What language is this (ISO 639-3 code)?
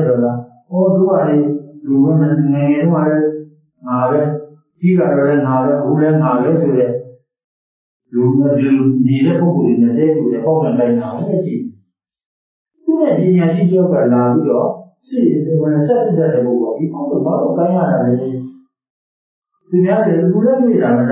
mya